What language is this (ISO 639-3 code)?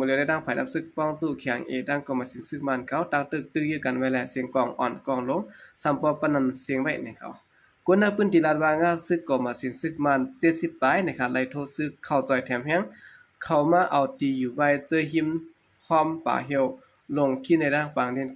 shn